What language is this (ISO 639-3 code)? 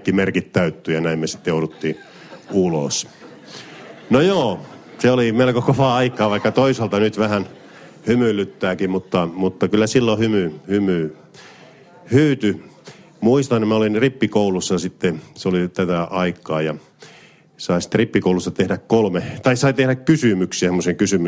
fin